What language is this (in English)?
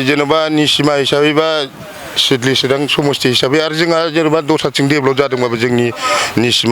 Bodo